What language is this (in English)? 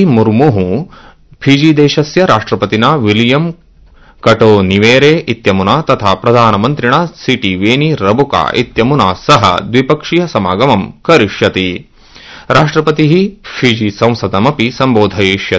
Sanskrit